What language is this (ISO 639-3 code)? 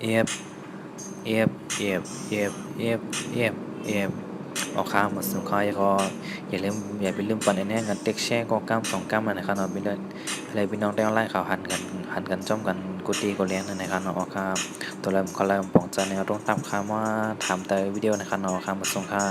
shn